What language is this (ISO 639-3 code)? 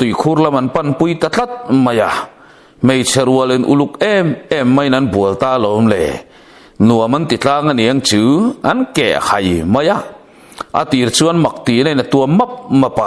lus